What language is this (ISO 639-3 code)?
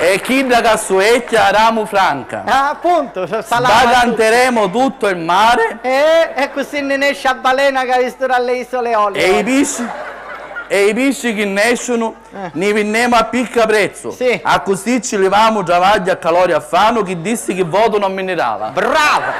scn